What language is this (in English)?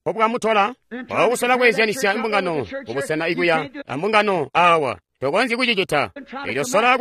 Tonga (Zambia)